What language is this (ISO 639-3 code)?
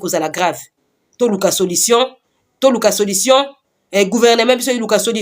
lin